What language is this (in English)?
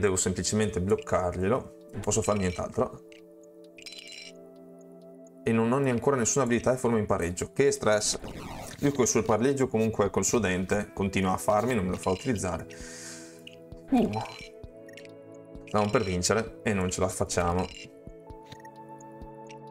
Italian